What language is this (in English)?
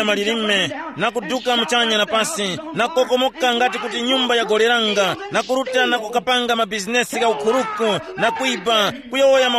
Tumbuka